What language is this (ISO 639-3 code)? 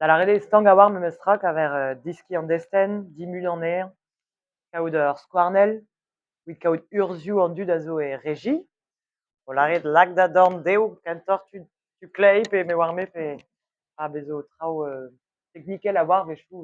bre